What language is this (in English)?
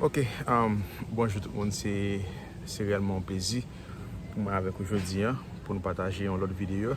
Haitian Creole